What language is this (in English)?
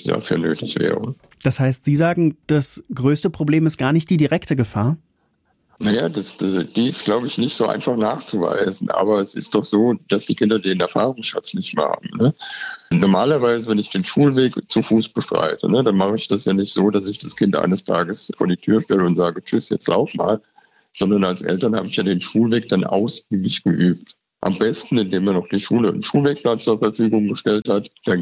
German